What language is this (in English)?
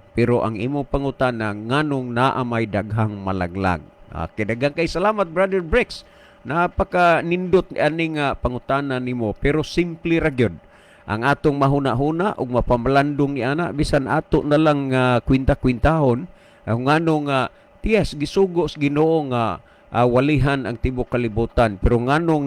Cebuano